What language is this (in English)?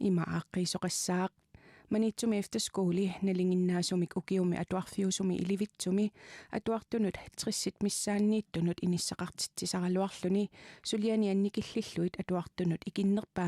Kalaallisut